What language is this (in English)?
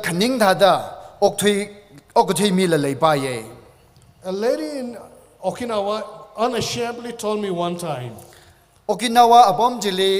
Tangkhul Naga (India)